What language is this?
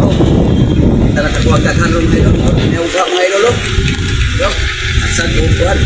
Cebuano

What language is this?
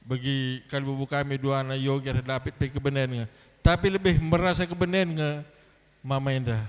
Batak Karo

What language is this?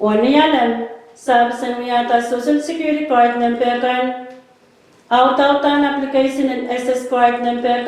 Pohnpeian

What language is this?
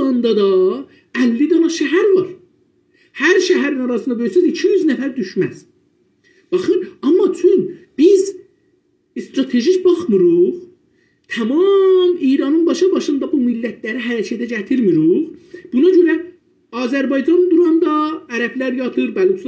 South Azerbaijani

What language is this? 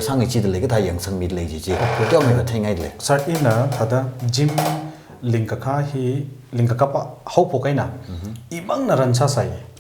Tangkhul Naga (India)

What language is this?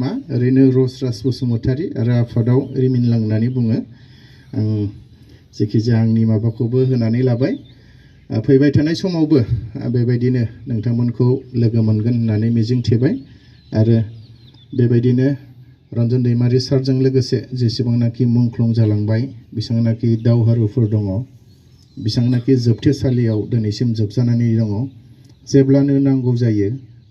Bodo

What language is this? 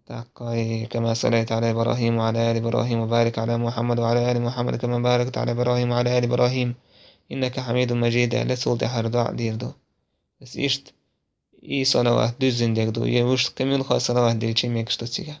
Chechen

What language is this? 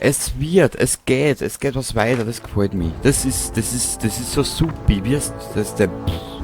Bavarian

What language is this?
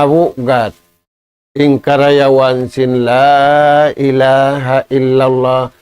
Tausug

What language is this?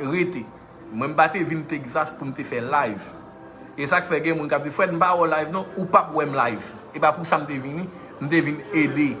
Haitian Creole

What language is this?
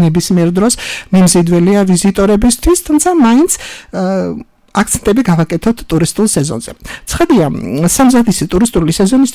Georgian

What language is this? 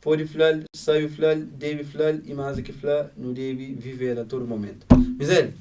Kabuverdianu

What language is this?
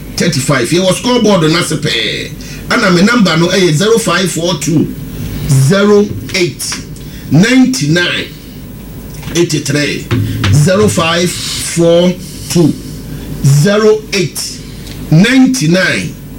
Akan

